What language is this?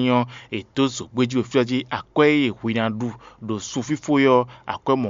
Fon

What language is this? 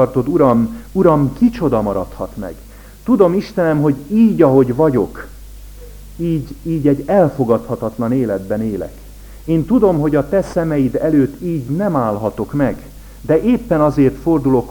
Hungarian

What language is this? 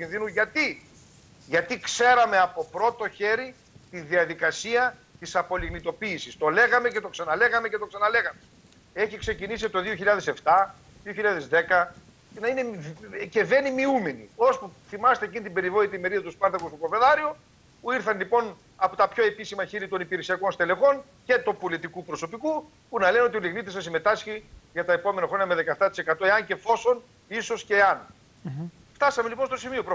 Greek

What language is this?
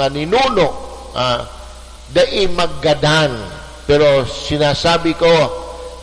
Bikol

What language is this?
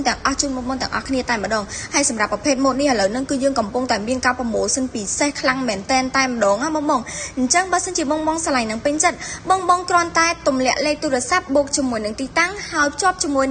Khmer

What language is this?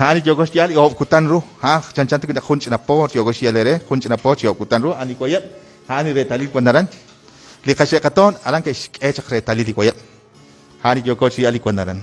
Kekchí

